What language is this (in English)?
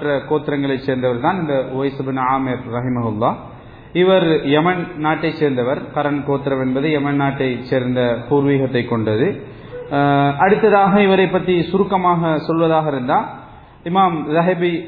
Tamil